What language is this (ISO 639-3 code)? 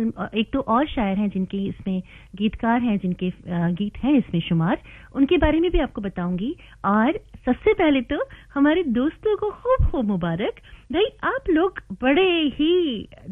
hin